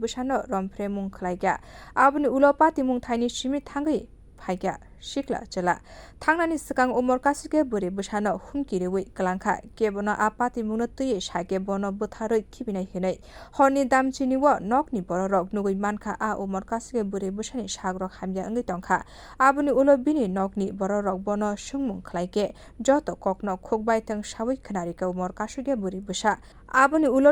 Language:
Kok Borok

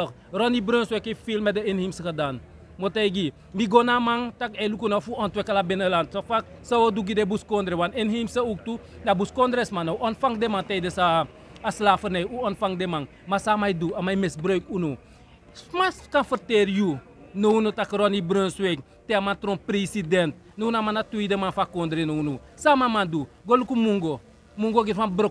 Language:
Sranan Tongo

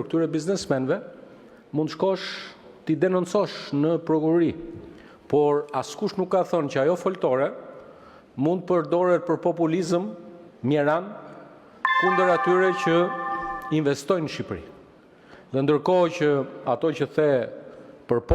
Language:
Albanian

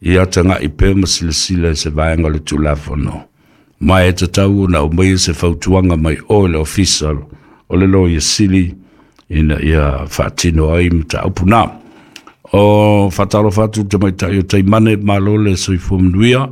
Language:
Samoan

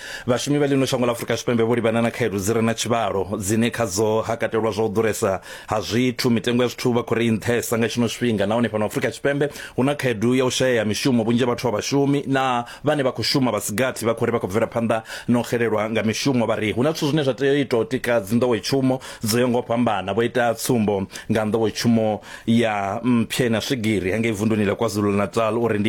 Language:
Venda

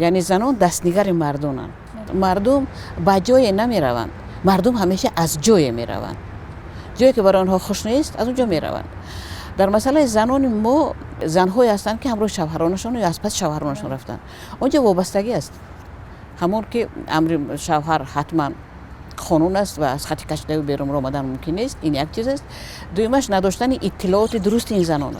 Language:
Tajik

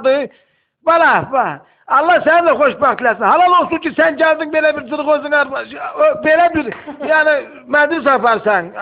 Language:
Azerbaijani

